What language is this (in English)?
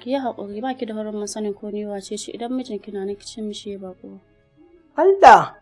Hausa